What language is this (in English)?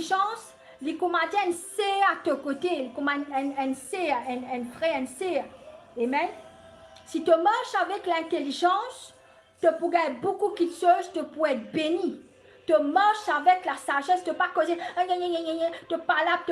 Morisyen